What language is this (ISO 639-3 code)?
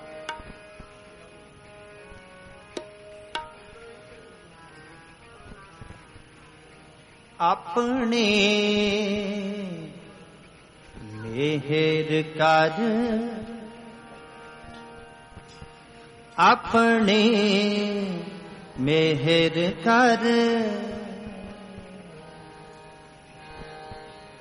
hin